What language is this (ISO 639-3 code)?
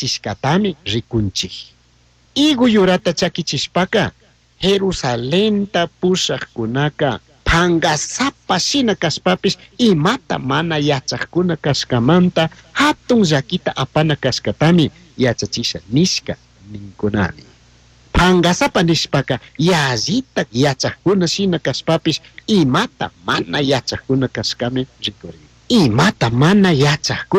qug